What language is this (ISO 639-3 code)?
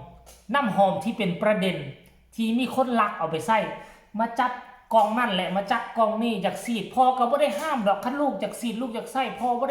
tts